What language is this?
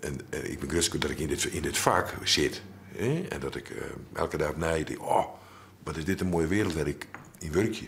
Western Frisian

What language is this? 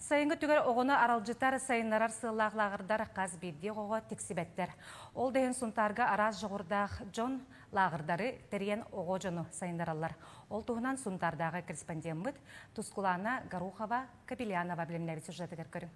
Yakut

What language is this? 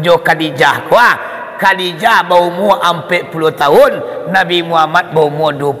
Minangkabau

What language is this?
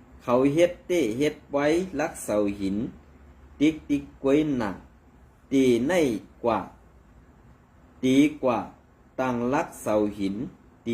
Shan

